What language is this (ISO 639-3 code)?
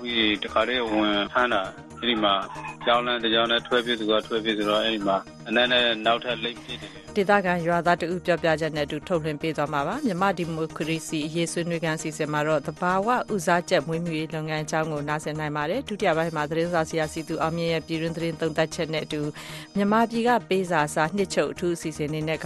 mya